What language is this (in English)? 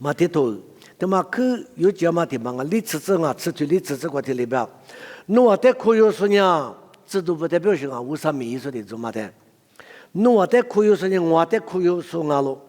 Lisu